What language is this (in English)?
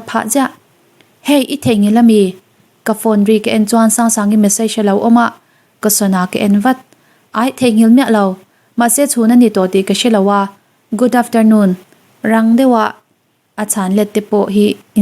Mizo